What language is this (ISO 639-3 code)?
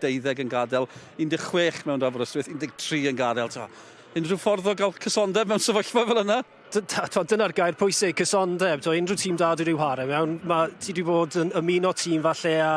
cym